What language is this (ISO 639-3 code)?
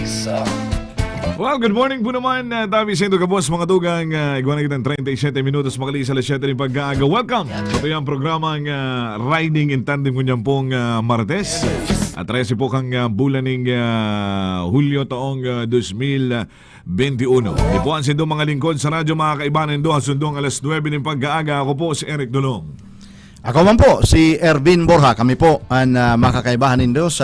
bik